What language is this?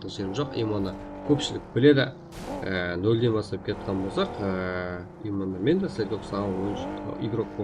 Kara-Kalpak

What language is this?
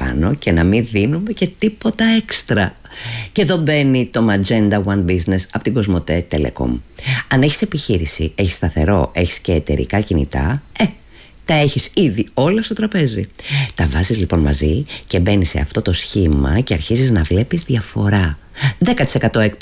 Greek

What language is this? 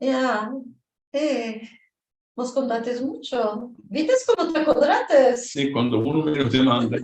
Ladino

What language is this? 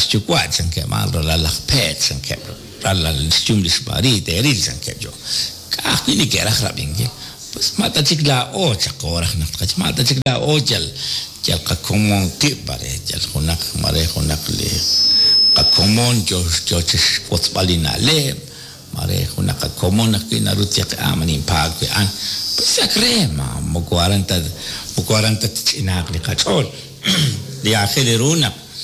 Kekchí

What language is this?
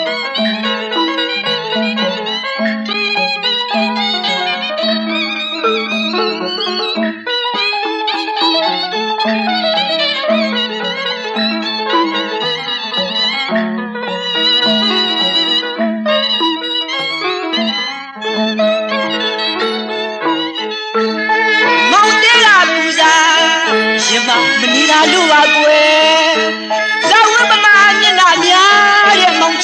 Burmese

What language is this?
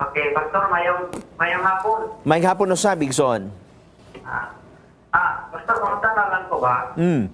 Cebuano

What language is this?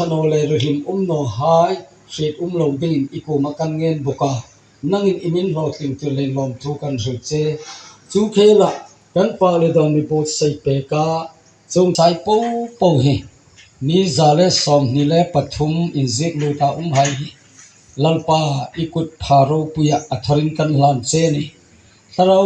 Hmar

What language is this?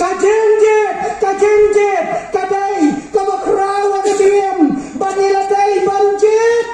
Khasi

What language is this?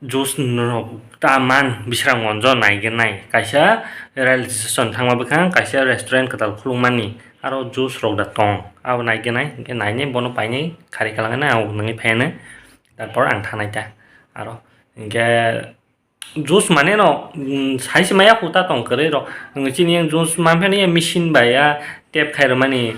Kok Borok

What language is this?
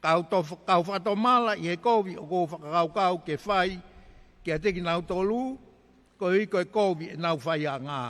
Tongan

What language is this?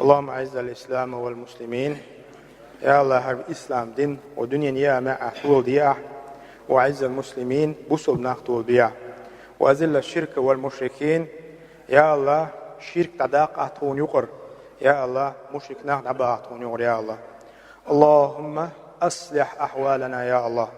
Chechen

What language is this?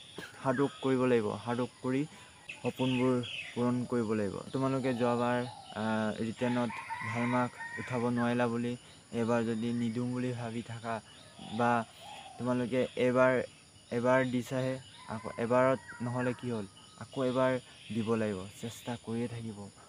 Assamese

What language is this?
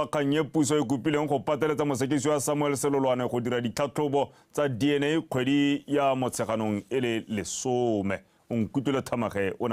Tswana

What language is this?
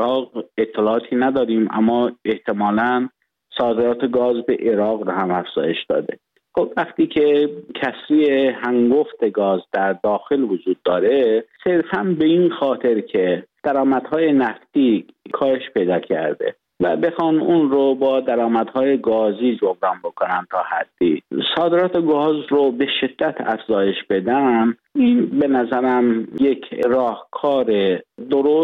Persian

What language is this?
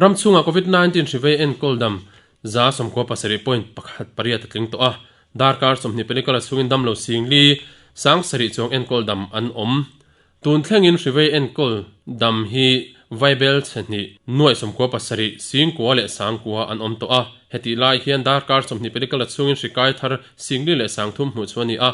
Mizo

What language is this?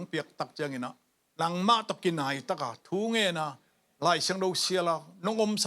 Tedim Chin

